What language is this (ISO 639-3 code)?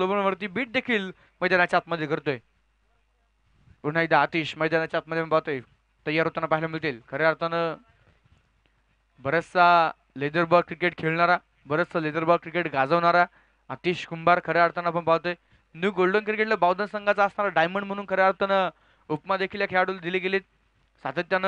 mar